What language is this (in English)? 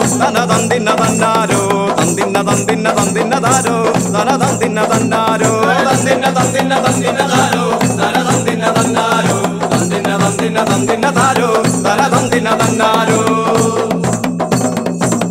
Malayalam